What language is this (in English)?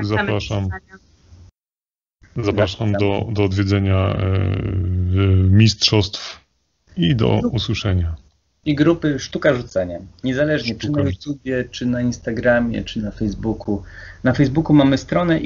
Polish